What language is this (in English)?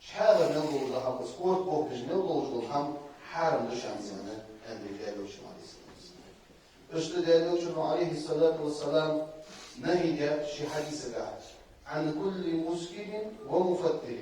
Ingush